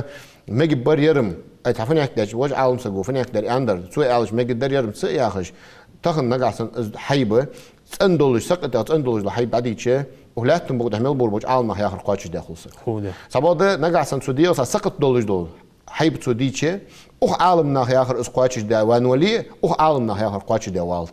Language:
Ingush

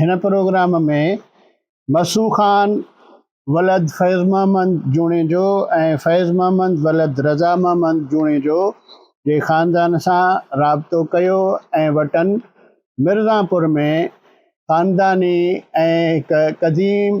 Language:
Sindhi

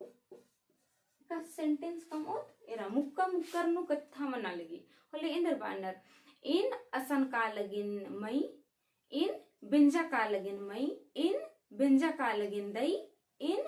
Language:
Kurukh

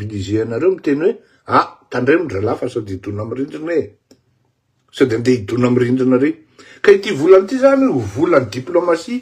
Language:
Malagasy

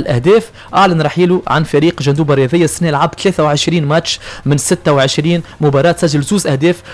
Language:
Tunisian Arabic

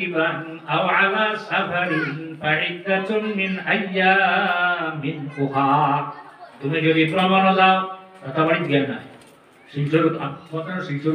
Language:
Sylheti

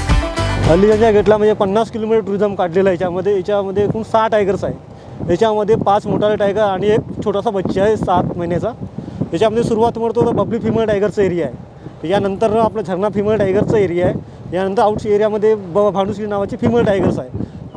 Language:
Marathi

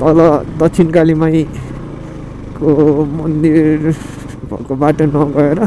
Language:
Nepali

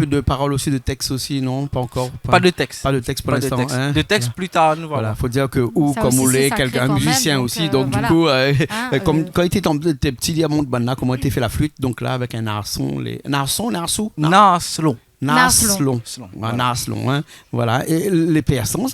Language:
Réunion Creole French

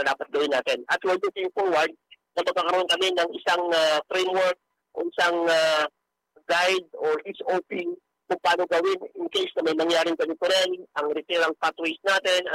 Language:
Filipino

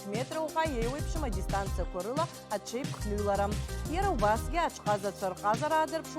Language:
Abkhazian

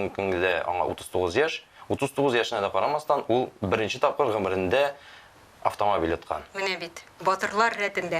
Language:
Tatar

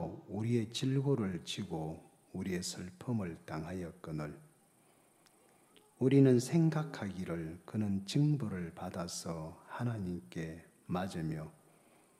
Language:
Korean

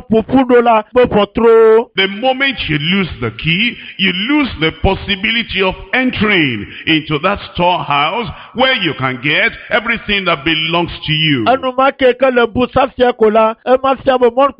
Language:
Ewe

